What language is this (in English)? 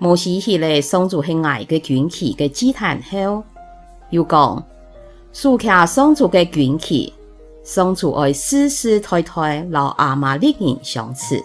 Hakka Chinese